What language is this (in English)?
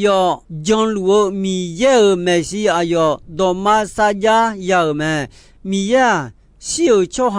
Akha